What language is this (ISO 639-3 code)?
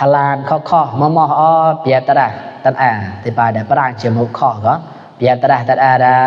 mnw